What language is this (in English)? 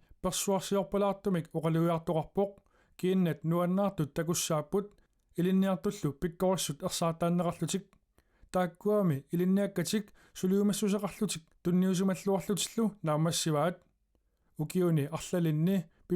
Kalaallisut